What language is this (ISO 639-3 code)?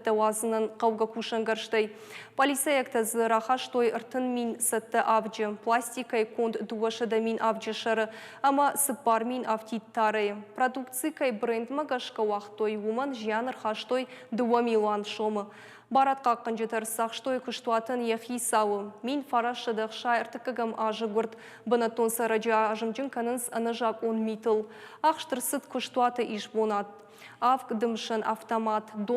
oss